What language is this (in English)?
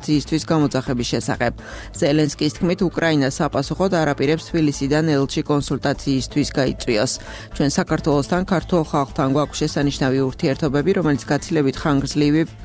Georgian